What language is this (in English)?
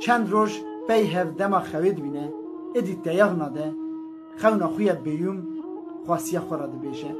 Kurdish